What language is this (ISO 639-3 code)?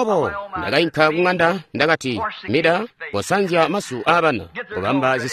toi